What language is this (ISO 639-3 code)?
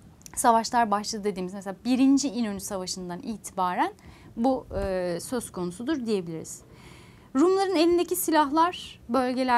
tur